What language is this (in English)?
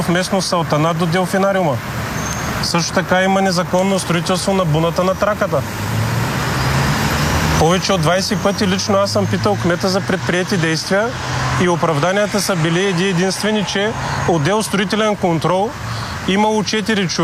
Bulgarian